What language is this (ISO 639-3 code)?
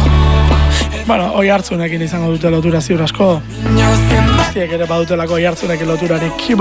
eus